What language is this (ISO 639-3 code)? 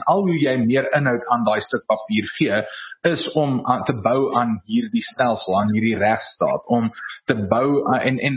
afr